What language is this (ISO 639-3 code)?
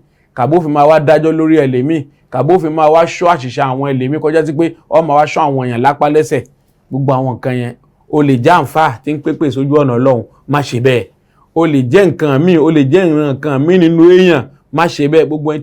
yor